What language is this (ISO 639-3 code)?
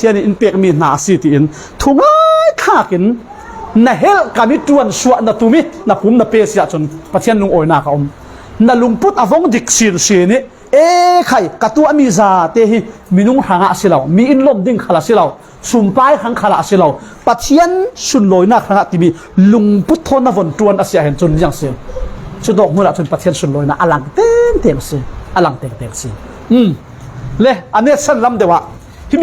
cfm